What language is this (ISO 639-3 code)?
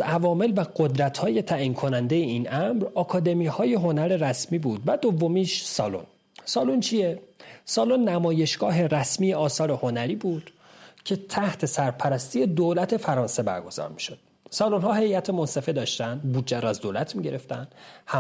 fas